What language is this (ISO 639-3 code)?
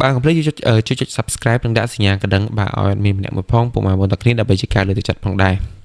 khm